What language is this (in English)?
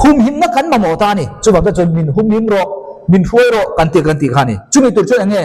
Mizo